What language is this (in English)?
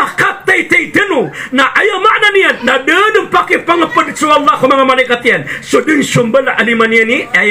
Maranao